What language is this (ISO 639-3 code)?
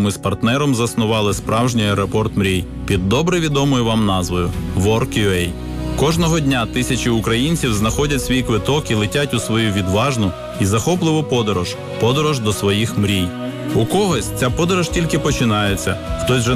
ukr